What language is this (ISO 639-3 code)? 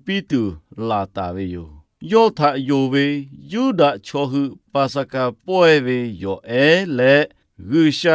lhu